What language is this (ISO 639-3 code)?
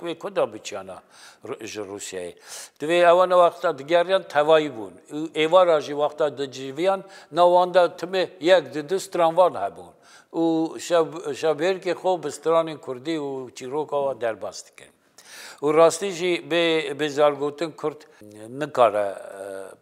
kur